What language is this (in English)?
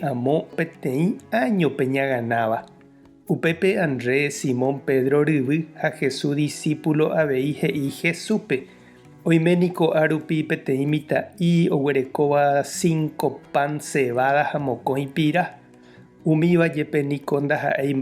Guarani